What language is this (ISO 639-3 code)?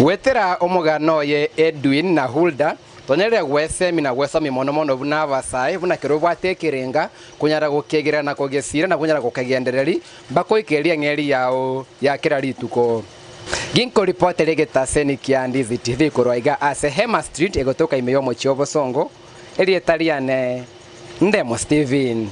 guz